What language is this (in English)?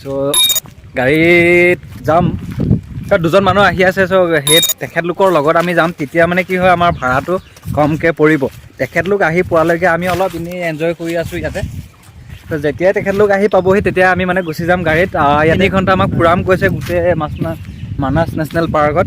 Assamese